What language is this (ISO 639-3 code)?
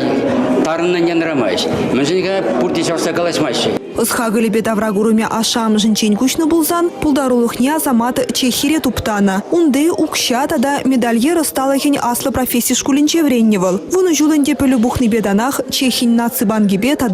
chv